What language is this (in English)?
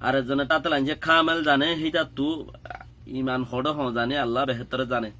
Rohingya